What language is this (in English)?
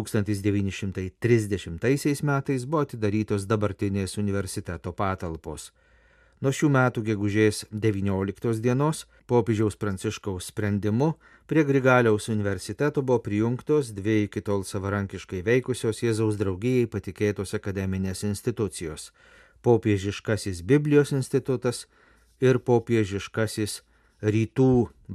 Lithuanian